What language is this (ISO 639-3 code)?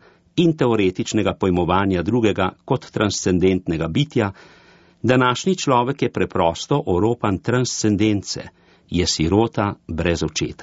slv